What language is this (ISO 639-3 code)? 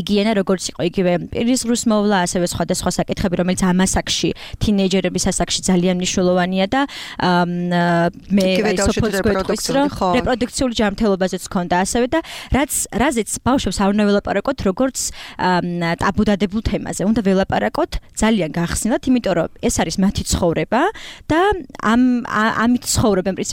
kat